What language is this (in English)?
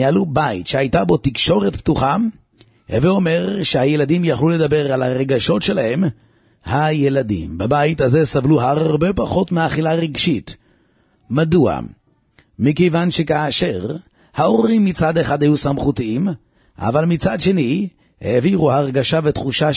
Hebrew